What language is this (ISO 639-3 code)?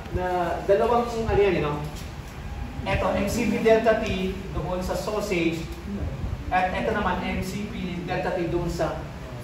fil